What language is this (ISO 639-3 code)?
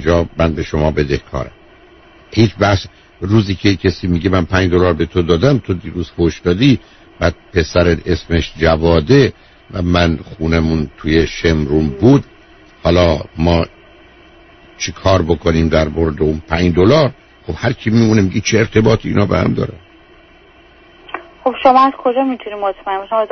fas